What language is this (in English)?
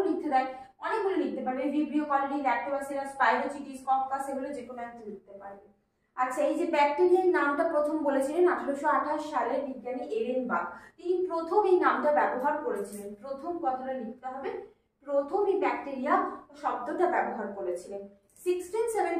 Bangla